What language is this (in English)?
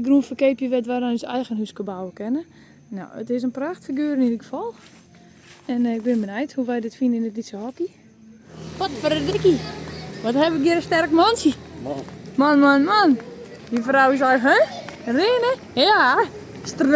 Western Frisian